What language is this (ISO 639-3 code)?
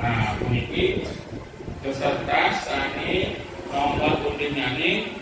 ban